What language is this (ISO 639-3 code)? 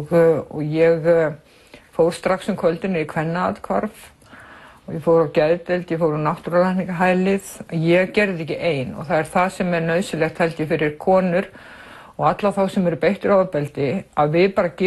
isl